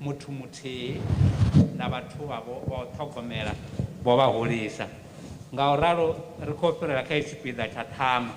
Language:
Venda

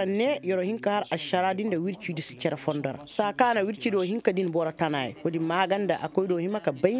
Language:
Koyraboro Senni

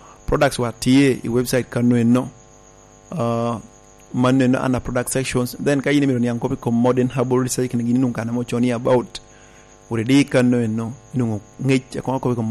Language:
Lango (Uganda)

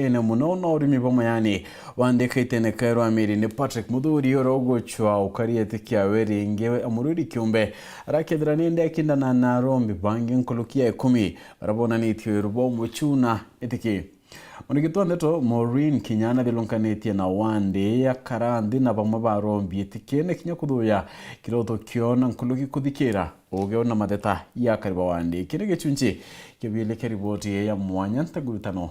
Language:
Meru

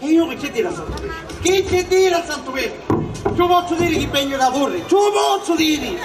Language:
Sicilian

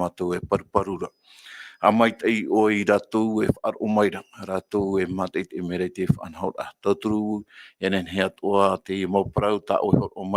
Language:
Tahitian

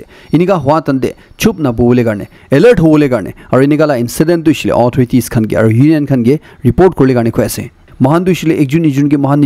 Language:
Naga Pidgin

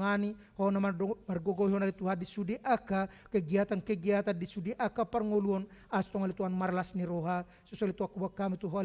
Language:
Batak Toba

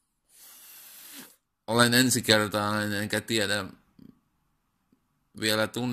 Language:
Finnish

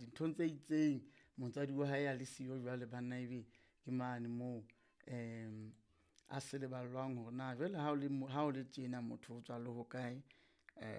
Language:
Southern Sotho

